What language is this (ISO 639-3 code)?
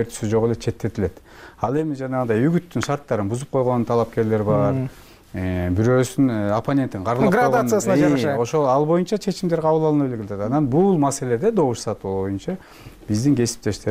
kir